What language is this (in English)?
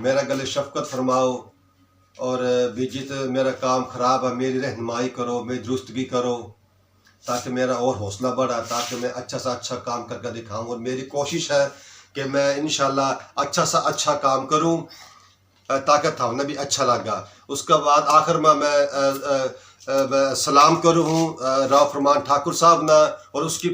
Haryanvi